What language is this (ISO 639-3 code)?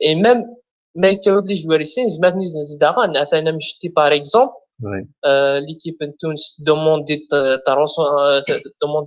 arq